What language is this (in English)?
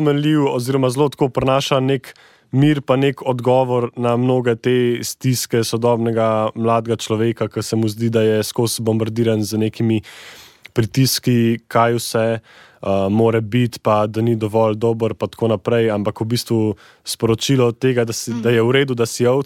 Slovenian